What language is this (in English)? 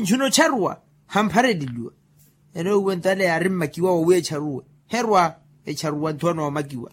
Makhuwa